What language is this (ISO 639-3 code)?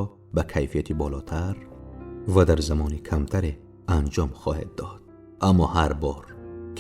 tgk